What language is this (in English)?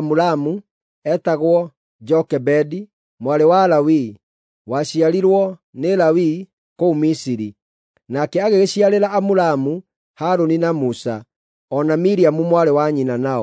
Kikuyu